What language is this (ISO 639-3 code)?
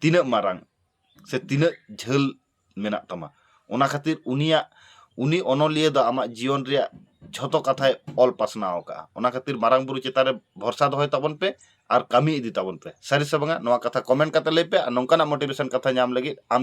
sat